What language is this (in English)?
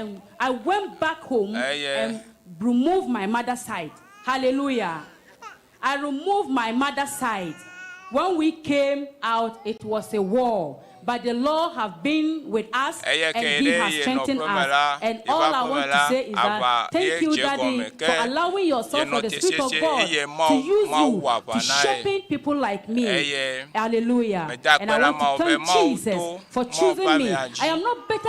Ewe